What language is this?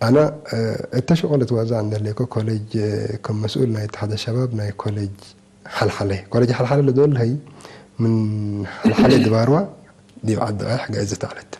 Tigre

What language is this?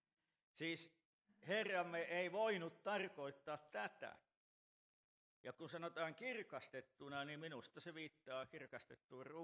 Finnish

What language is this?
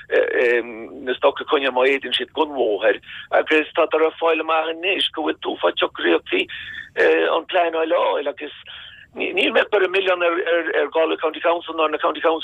Irish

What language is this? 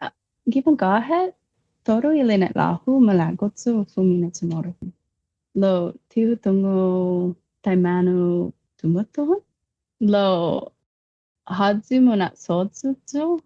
Chamorro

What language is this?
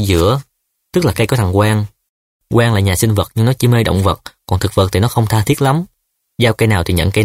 Vietnamese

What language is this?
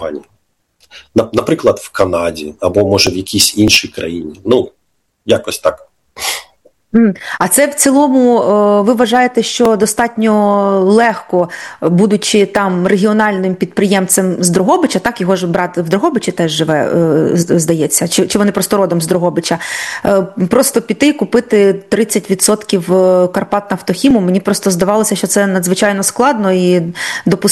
Ukrainian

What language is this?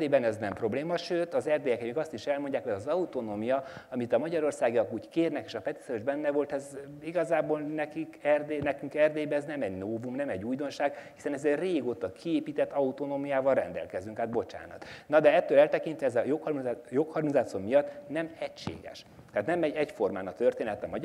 Hungarian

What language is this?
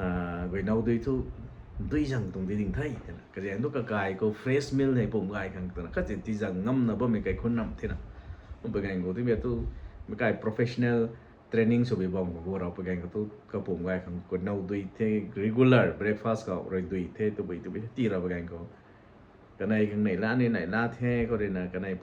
Rongmei Naga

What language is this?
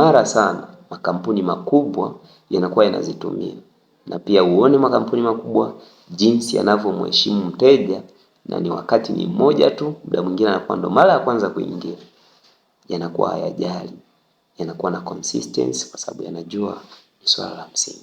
Swahili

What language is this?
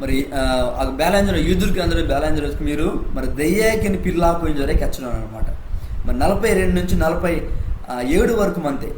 Koya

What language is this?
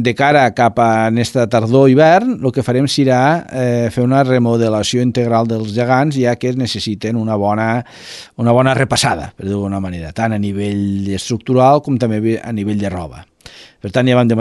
Catalan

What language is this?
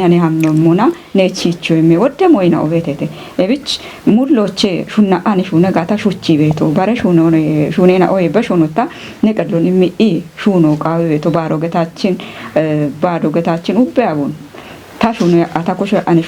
Kafa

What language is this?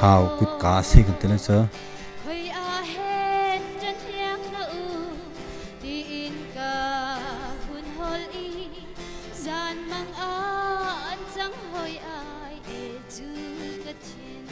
Hakha Chin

